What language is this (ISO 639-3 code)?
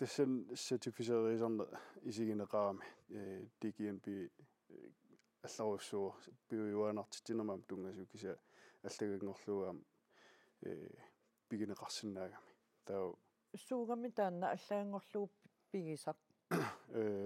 kal